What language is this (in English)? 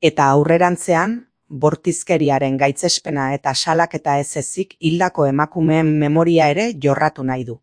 Basque